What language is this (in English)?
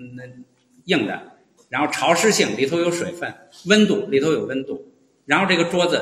Chinese